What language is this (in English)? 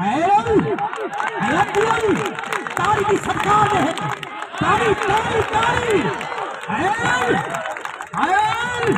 Saraiki